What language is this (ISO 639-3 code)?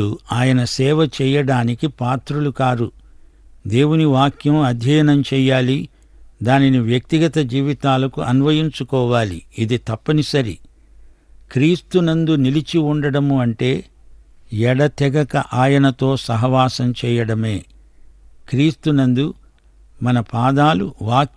tel